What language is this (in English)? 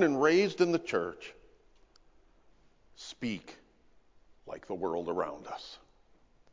English